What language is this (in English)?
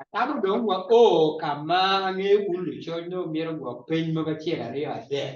Acoli